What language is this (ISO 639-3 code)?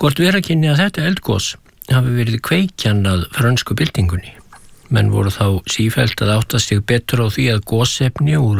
isl